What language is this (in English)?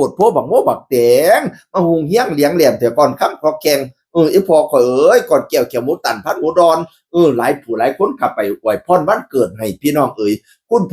Northeastern Thai